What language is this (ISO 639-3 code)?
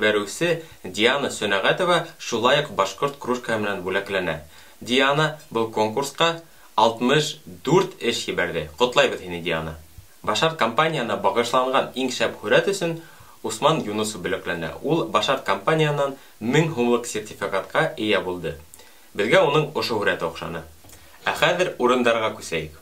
bak